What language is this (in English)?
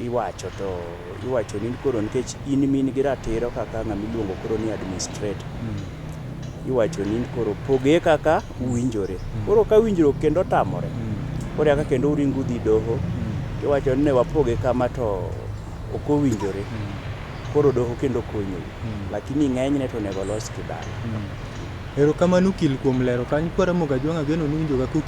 Luo (Kenya and Tanzania)